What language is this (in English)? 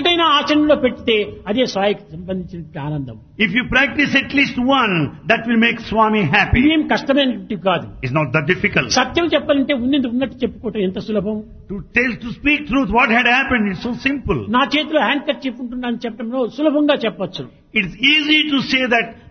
Telugu